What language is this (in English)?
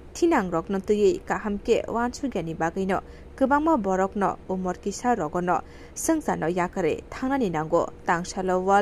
Kok Borok